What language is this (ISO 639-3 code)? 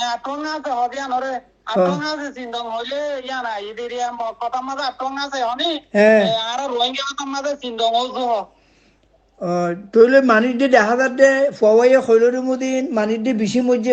rhg